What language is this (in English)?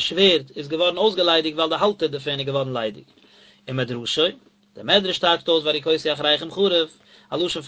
Yiddish